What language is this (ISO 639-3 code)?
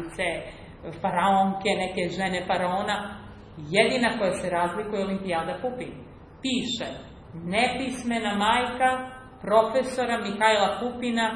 srp